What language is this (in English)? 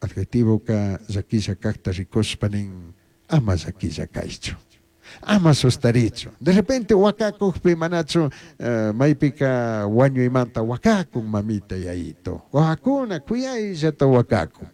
Chimborazo Highland Quichua